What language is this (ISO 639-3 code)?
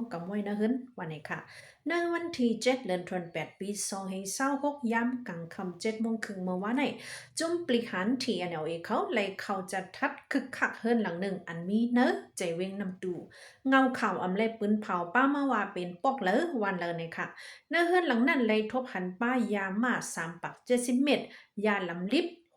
shn